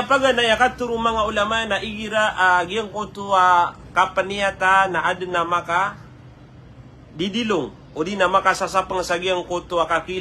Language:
Maranao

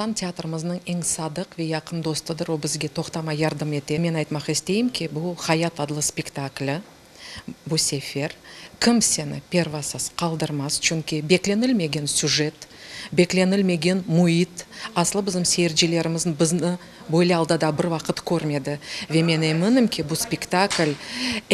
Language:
Crimean Tatar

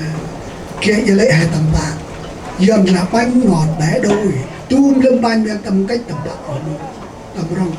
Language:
Central Mnong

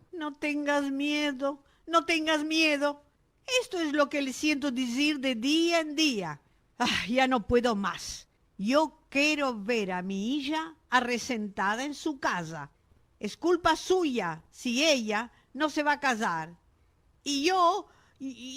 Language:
Ladino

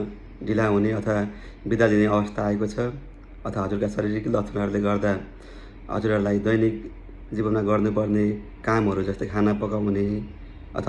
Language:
Nepali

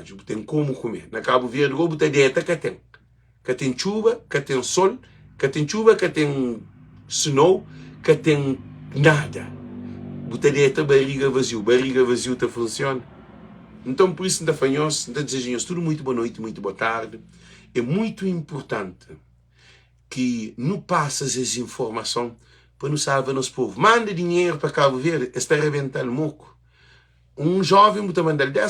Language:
Kabuverdianu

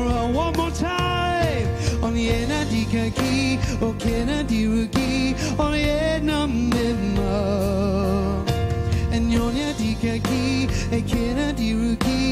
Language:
Ewe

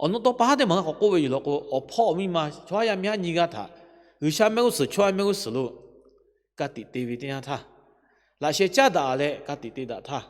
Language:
Lahu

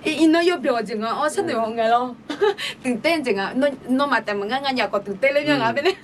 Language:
Akha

